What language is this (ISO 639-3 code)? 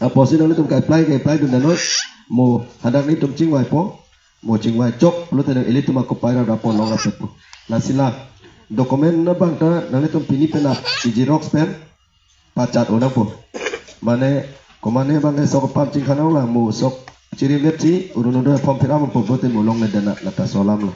mjw